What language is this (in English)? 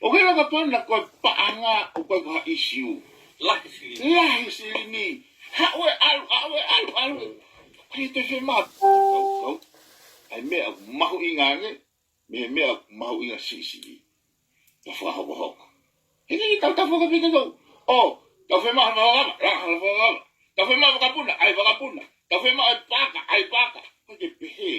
Tongan